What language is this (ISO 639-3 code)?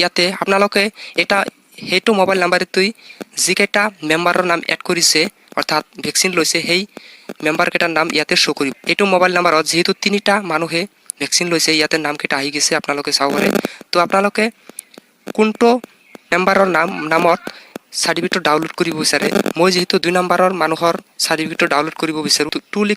asm